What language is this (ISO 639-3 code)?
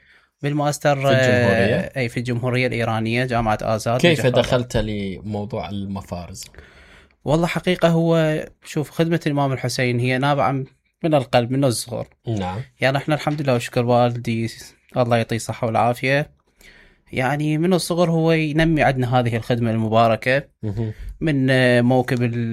acm